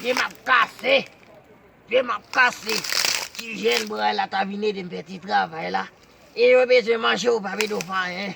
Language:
Haitian Creole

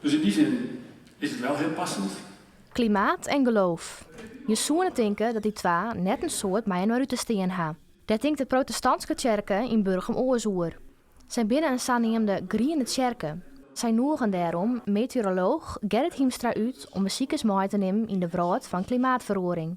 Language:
Western Frisian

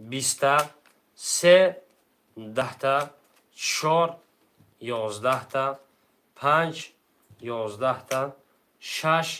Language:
Tajik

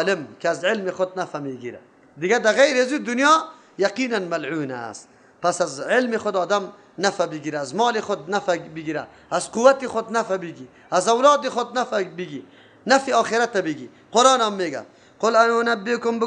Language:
Persian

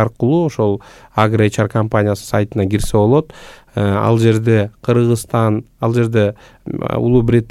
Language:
Kyrgyz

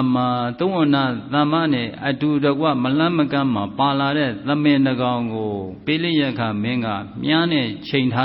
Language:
Burmese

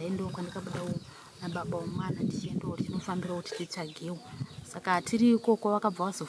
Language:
Shona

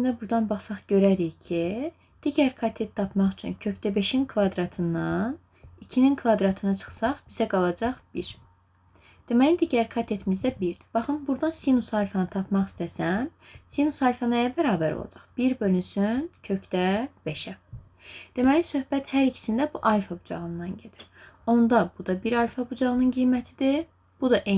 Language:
Azerbaijani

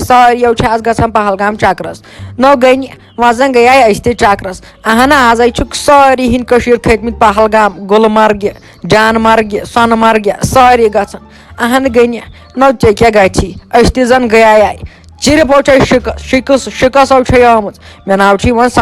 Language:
Kashmiri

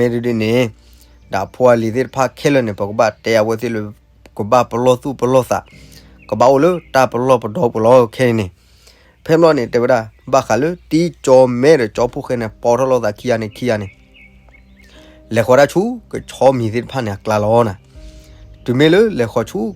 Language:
S'gaw Karen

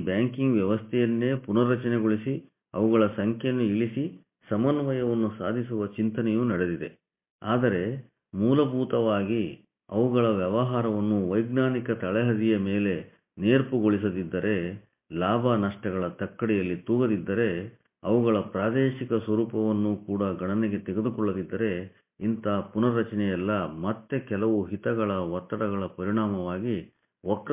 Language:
Kannada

